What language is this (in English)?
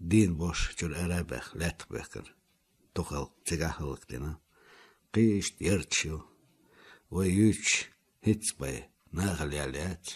Chechen